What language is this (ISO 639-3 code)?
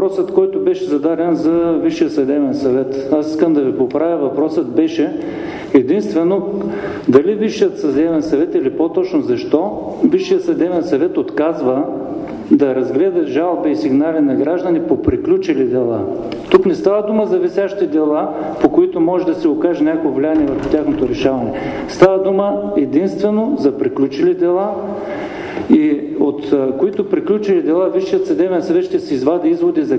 bul